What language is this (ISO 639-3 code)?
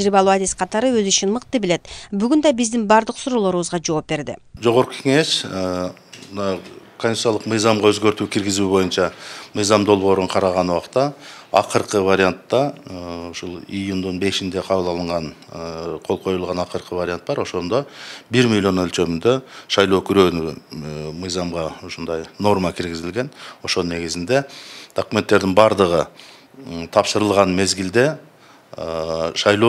kir